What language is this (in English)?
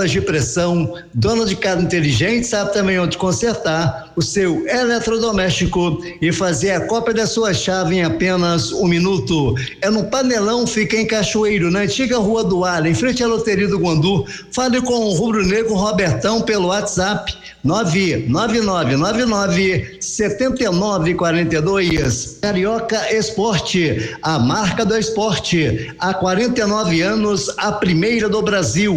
Portuguese